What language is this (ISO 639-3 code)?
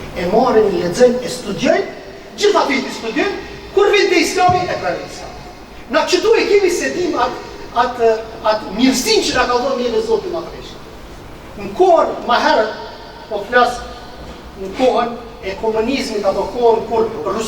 sqi